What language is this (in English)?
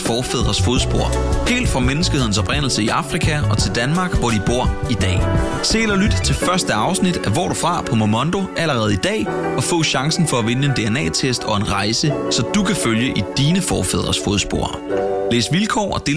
Danish